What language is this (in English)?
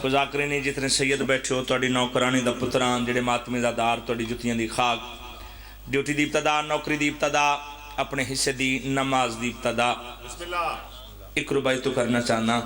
Pahari-Potwari